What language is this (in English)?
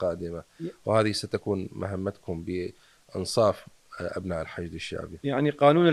Mesopotamian Arabic